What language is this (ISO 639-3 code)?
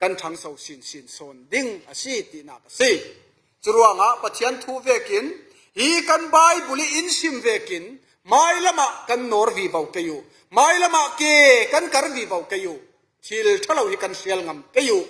cfm